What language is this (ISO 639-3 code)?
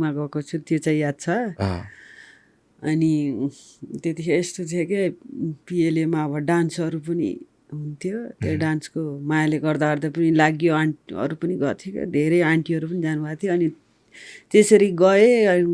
nep